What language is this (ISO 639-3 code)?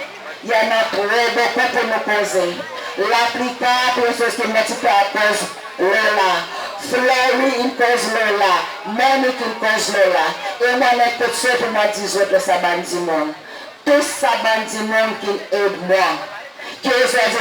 crs